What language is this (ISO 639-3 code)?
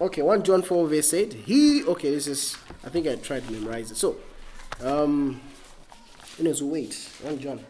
eng